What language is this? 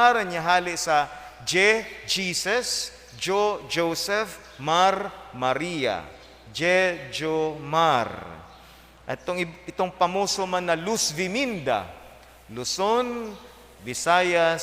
Bikol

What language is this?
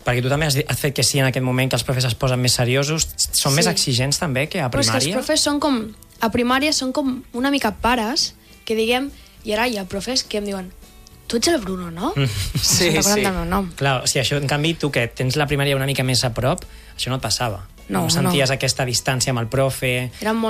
Catalan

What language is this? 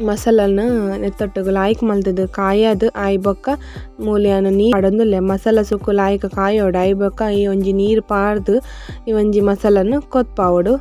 Tulu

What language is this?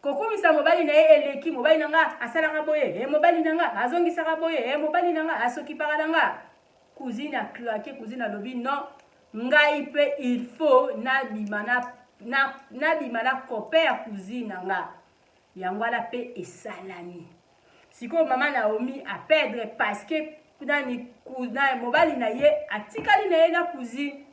Lingala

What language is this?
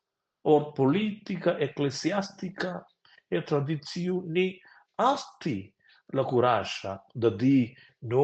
Romansh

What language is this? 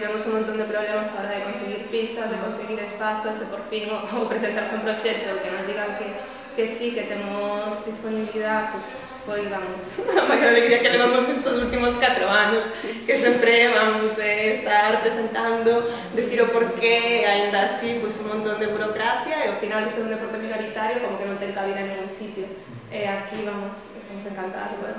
Galician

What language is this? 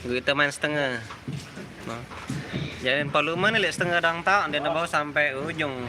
Sasak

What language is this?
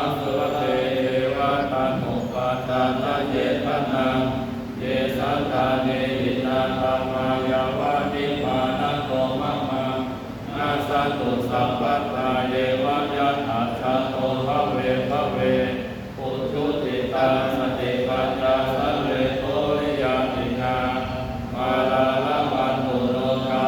Pali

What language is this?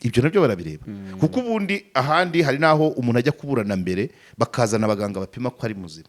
Kinyarwanda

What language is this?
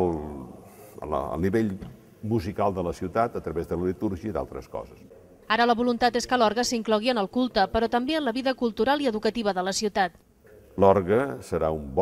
Catalan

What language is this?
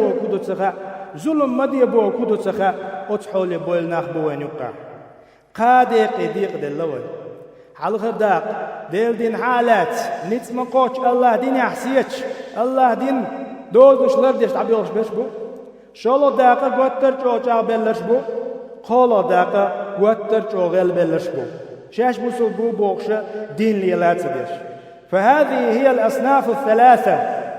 Chechen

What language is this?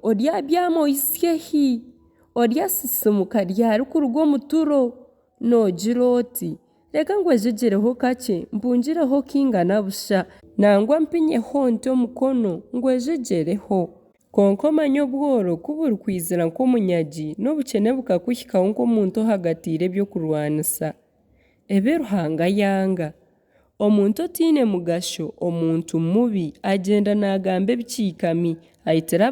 Nyankole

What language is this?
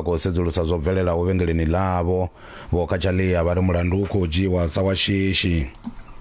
Venda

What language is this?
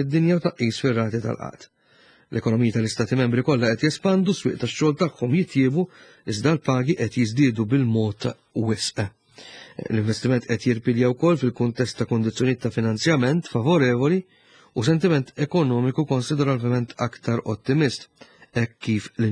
Maltese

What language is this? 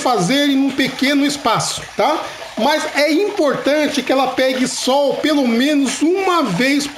Portuguese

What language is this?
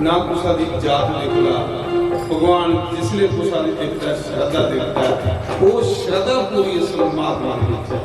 Dogri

